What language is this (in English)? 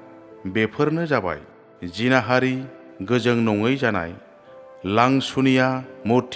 Bodo